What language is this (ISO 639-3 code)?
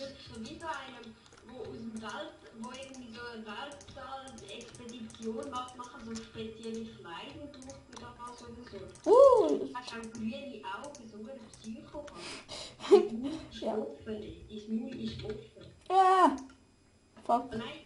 gsw